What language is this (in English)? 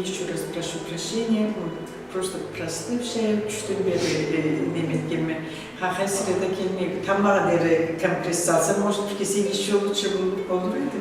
Karachay-Balkar